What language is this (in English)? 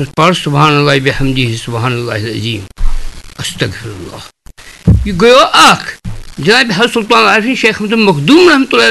Kashmiri